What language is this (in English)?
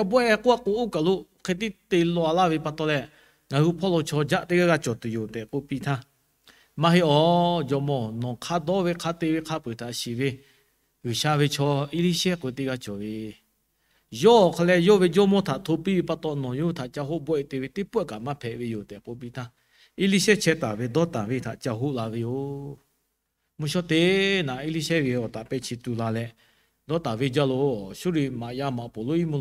Lahu